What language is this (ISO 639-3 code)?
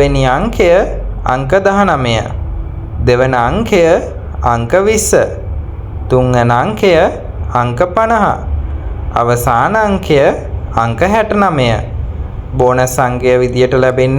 sin